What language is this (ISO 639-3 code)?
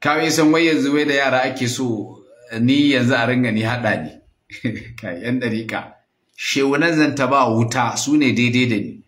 hau